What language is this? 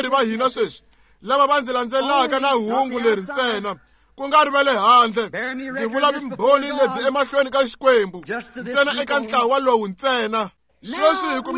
Tsonga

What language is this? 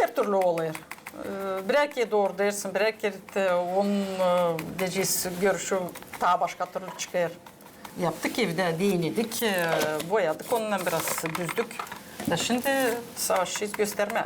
Gagauz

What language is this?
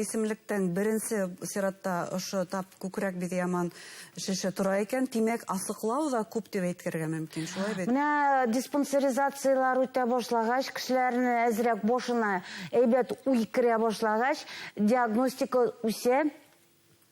Bashkir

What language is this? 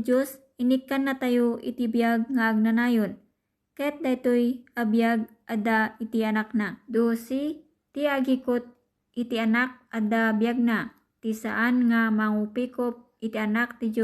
Iloko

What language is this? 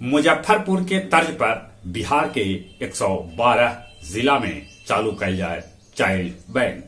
Magahi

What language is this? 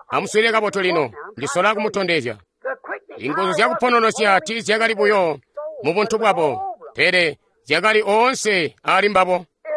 Tonga (Zambia)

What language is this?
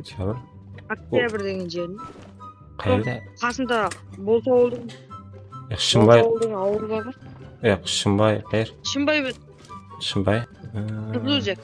Kara-Kalpak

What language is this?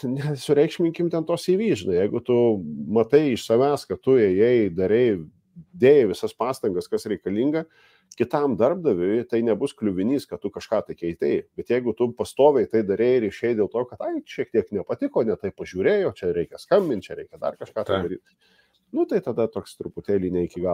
Lithuanian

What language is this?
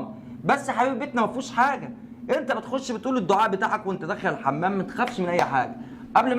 Egyptian Arabic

